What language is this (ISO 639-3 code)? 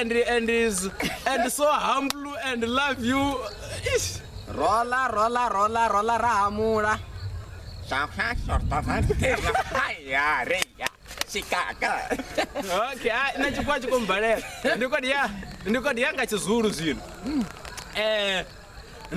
ven